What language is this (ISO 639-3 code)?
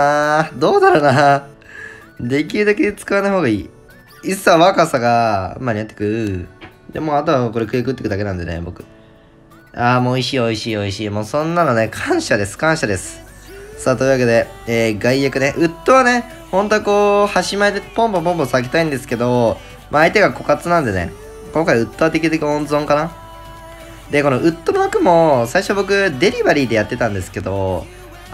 jpn